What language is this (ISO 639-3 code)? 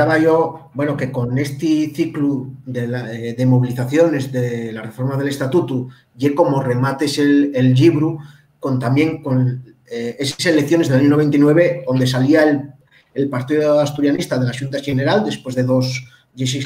ast